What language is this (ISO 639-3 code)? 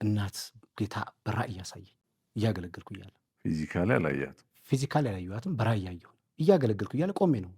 amh